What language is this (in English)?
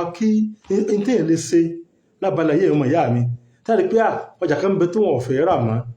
Yoruba